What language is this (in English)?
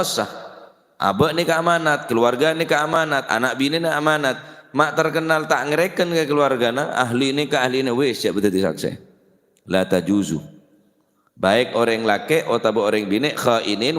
Madurese